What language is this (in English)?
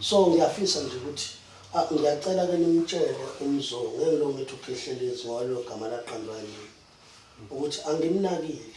Zulu